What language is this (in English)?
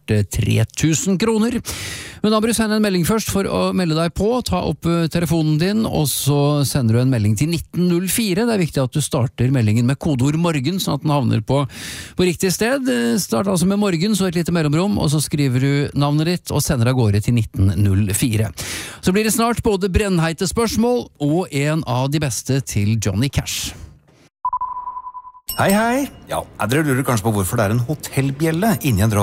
Norwegian